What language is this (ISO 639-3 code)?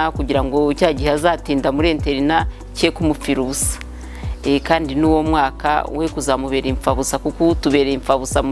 kin